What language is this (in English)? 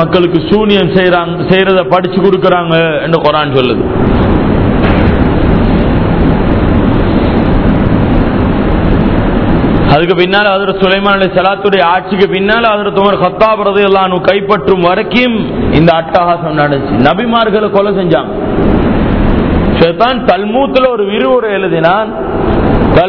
Tamil